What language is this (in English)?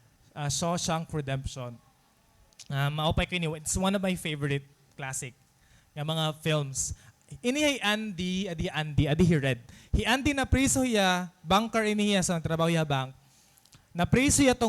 Waray